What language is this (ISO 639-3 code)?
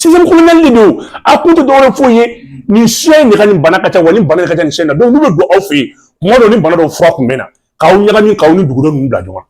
bam